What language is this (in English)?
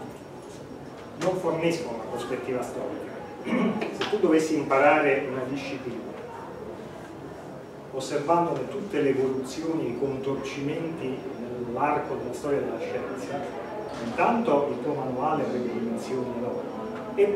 Italian